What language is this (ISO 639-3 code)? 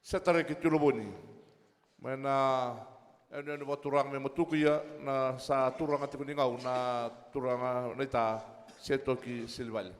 fij